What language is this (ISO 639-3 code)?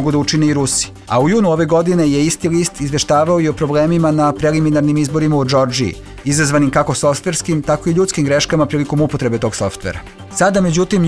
srp